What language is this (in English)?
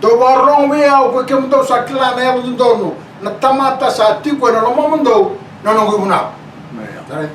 Fijian